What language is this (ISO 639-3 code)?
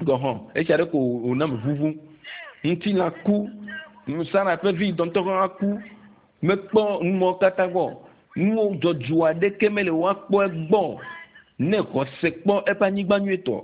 ewe